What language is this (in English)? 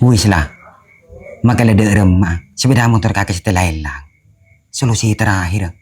Madurese